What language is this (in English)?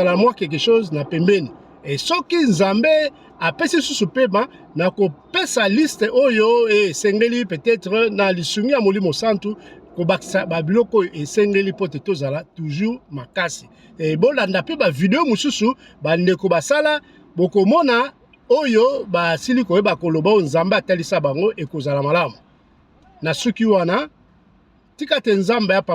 Lingala